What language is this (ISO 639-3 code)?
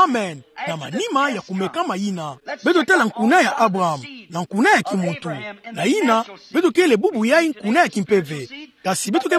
ktu